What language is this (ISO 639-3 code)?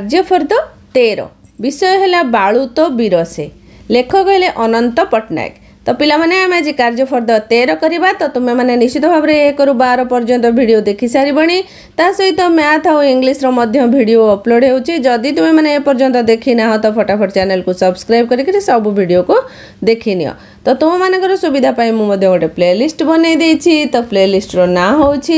ori